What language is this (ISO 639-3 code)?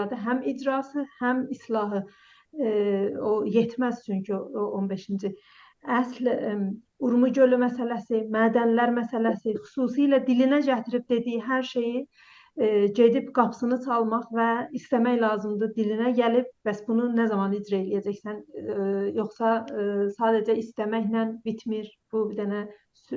azb